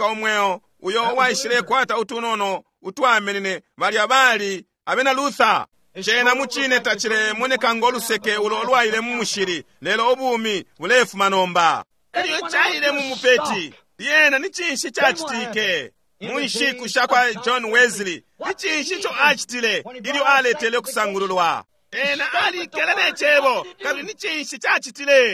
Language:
Bemba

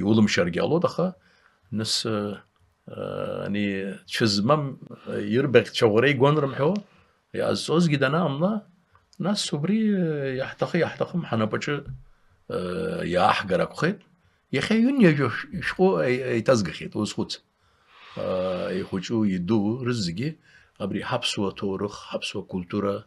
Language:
Abkhazian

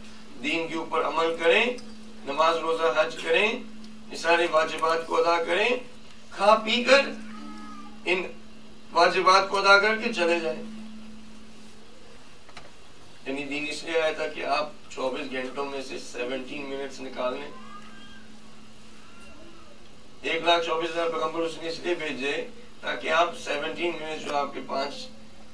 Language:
Urdu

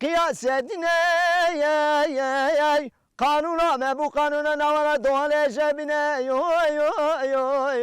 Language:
Kurdish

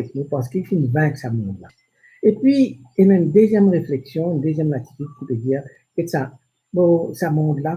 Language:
Morisyen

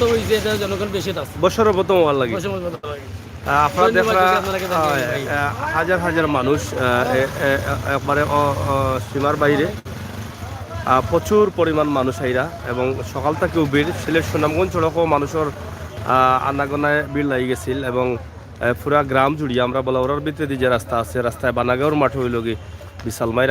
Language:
Sylheti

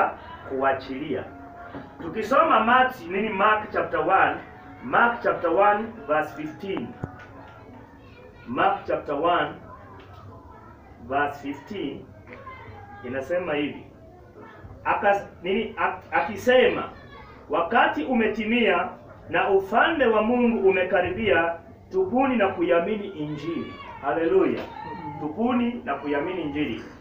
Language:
Swahili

